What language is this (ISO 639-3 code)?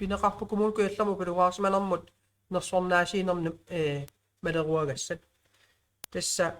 kal